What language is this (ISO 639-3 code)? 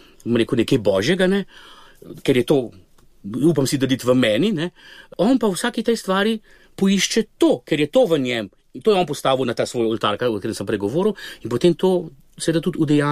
slv